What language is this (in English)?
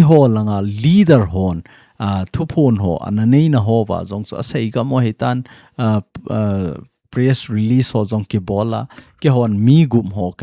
Thado Chin